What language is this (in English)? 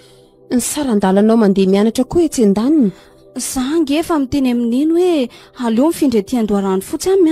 Malagasy